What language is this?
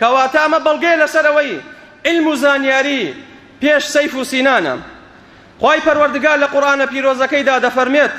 Central Kurdish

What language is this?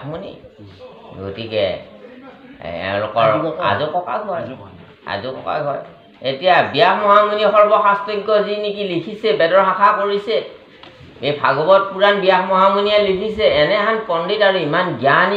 Assamese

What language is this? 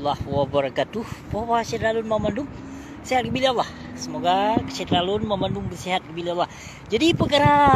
Achinese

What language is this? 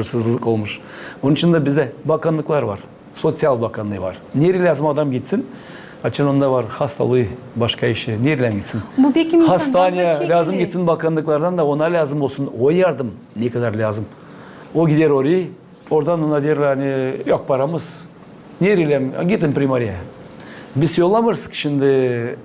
Gagauz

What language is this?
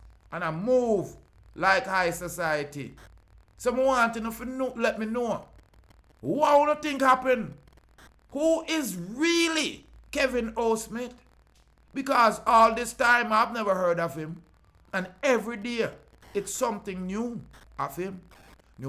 Jamaican Creole English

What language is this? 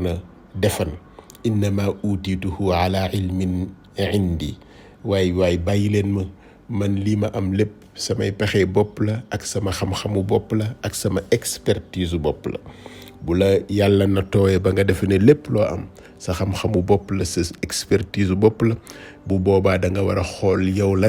Wolof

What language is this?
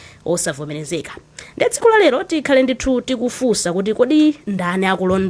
Nyanja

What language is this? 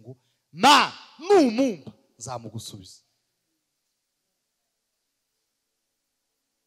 Kinyarwanda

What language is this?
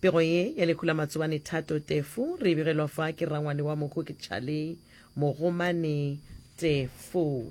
Northern Sotho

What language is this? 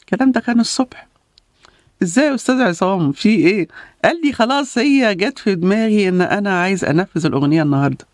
Egyptian Arabic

